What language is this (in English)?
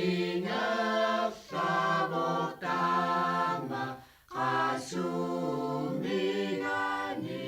Kalaallisut